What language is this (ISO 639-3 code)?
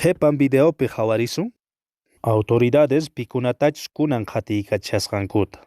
que